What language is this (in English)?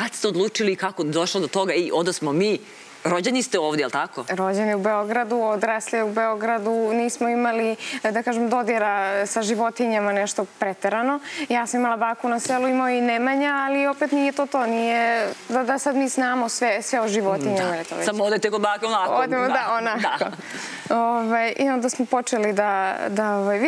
Serbian